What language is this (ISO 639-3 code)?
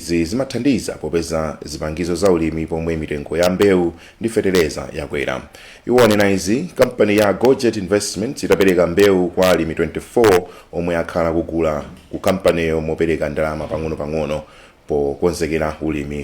nya